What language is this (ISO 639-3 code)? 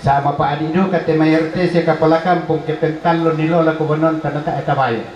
sda